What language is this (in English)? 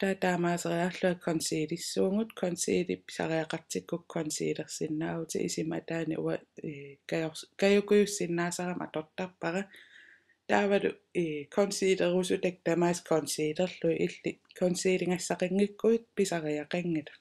Kalaallisut